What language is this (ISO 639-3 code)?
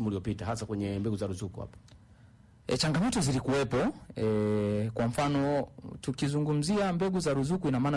swa